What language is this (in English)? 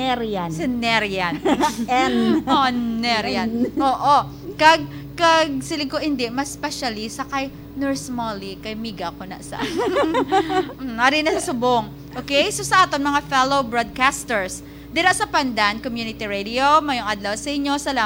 Hiligaynon